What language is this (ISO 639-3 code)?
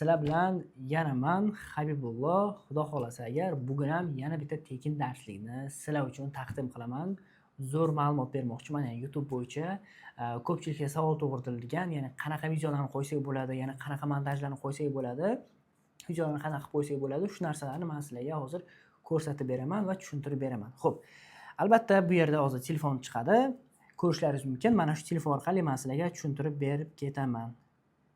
uzb